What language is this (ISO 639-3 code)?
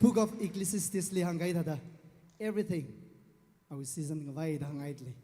nmf